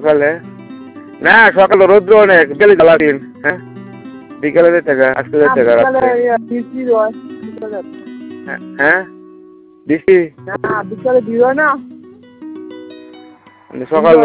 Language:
Bangla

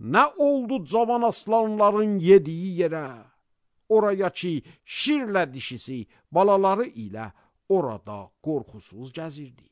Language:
Azerbaijani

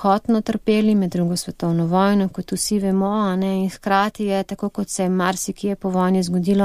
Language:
Slovenian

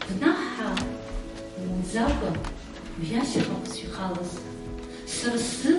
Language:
Abkhazian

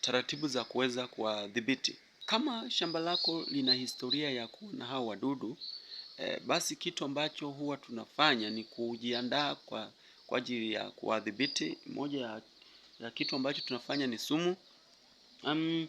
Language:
Swahili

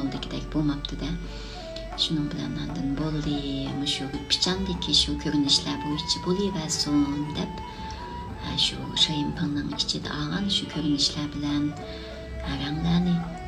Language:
Uyghur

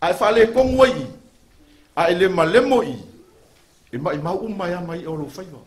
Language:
Samoan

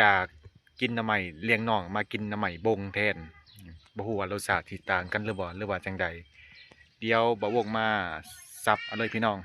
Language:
Lao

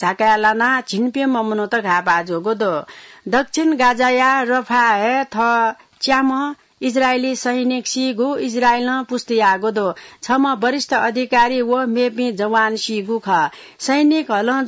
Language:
Newari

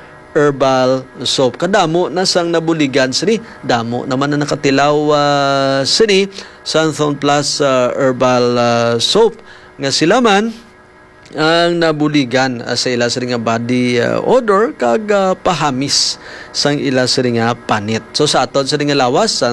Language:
Hiligaynon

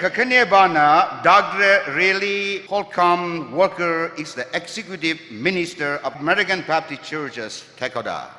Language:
Tangkhul Naga (India)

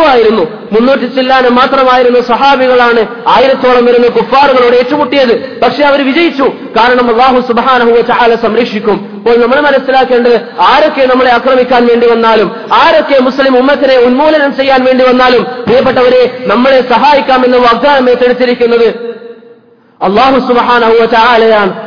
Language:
Malayalam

